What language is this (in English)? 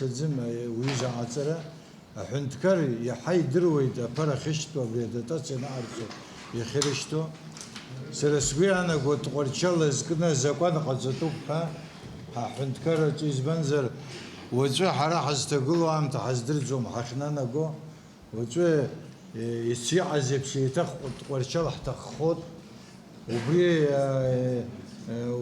Abkhazian